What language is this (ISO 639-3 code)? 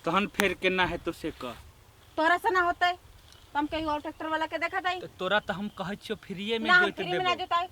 mai